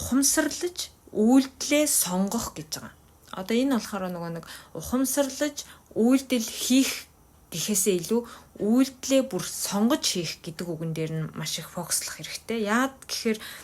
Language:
Mongolian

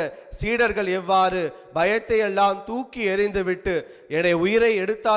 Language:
Tamil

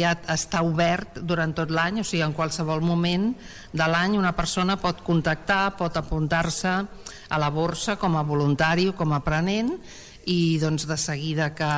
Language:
Catalan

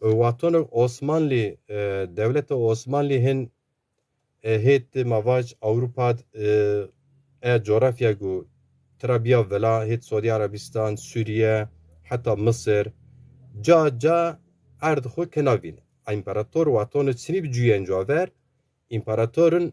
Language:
Zaza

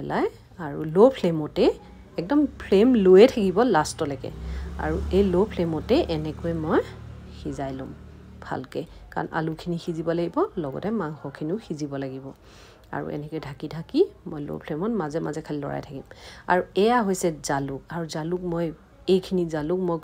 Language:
Assamese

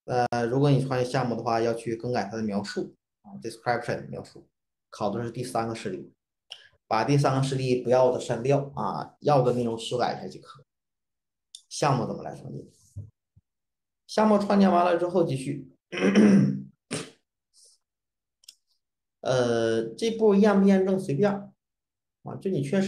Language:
Chinese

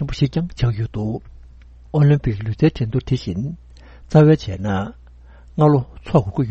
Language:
Tibetan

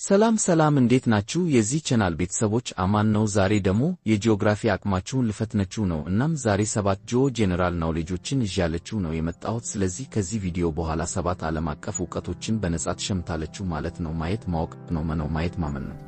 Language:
Amharic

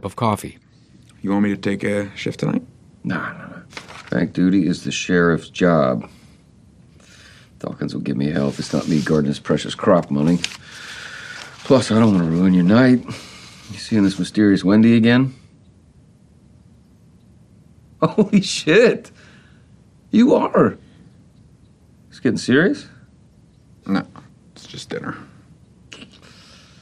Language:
English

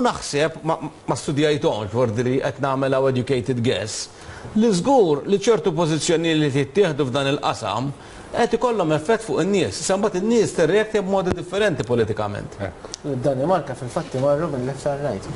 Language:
Maltese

